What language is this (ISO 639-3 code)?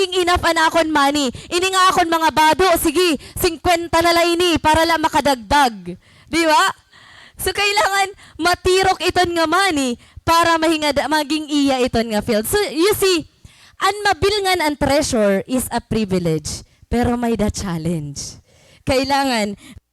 war